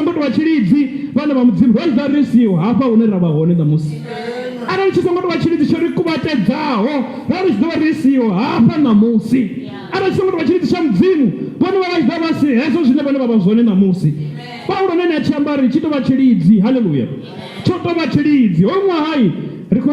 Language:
Venda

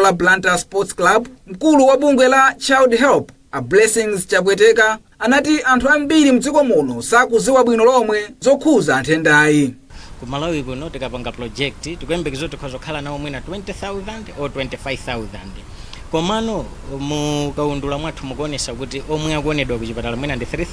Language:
Nyanja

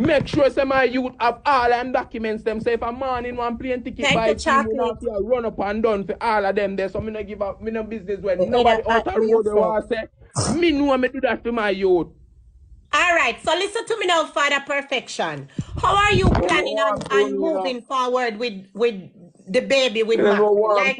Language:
Jamaican Creole English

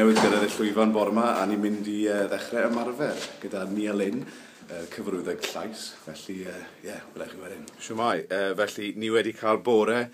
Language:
Welsh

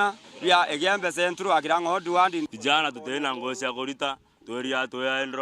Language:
Meru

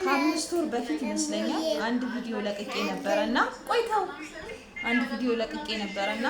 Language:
Amharic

